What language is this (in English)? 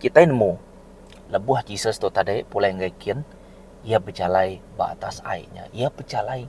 Iban